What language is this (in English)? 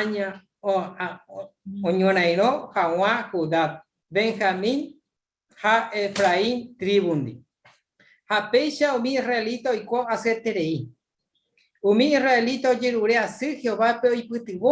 Guarani